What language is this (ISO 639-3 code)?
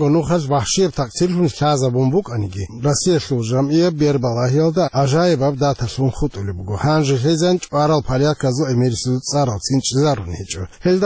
ava